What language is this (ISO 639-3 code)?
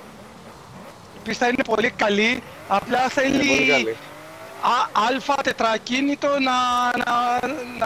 ell